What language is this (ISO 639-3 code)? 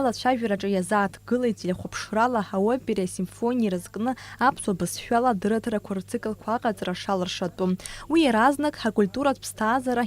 abk